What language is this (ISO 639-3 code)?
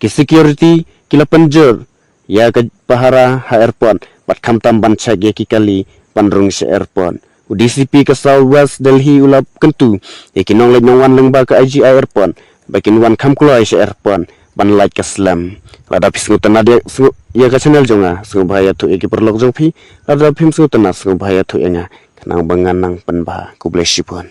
kha